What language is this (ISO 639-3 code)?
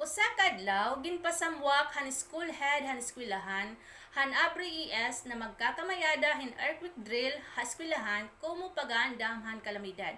war